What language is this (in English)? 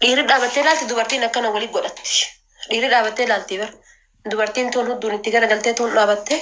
Oromo